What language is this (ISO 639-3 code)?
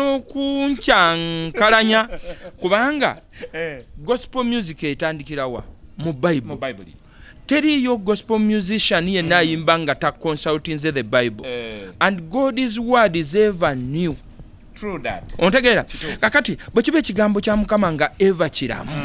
lug